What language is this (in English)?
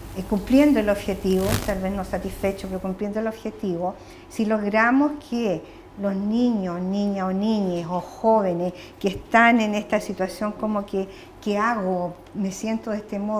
Spanish